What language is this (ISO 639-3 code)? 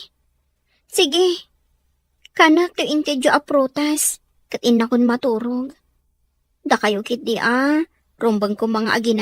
ilo